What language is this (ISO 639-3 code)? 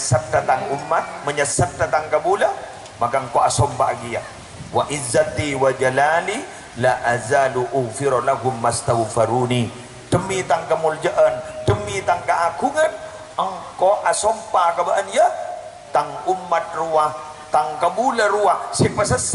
mad